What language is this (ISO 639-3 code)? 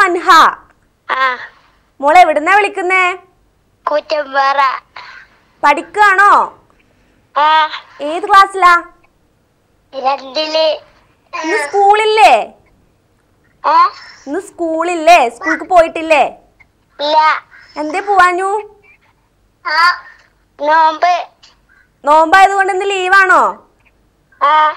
mal